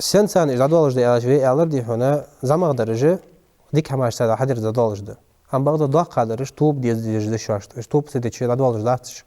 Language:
Ingush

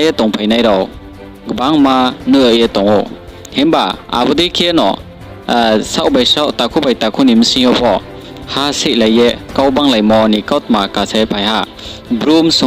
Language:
Riang (India)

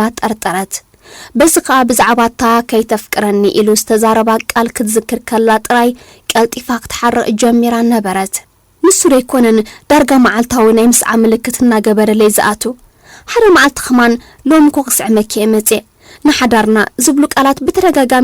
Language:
Tigrinya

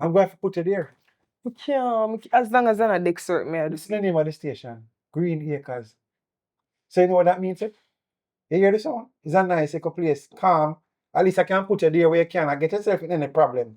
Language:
Jamaican Creole English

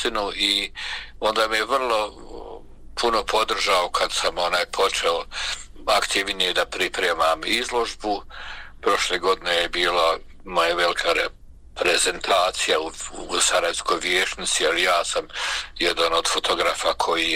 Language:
Bosnian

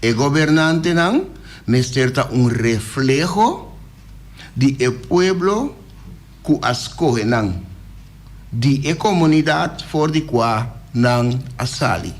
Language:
Papiamento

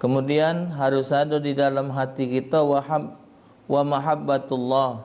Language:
Musi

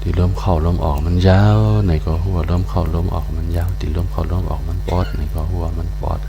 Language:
Shan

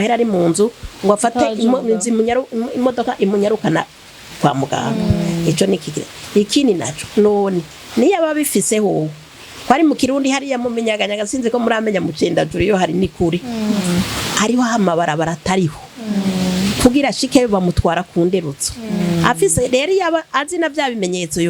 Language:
Rundi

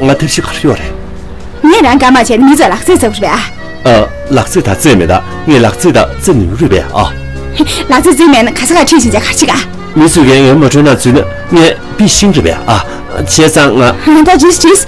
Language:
Tibetan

